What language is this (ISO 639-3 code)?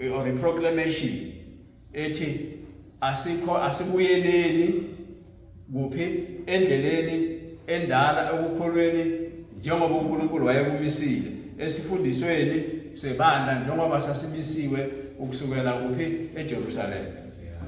zul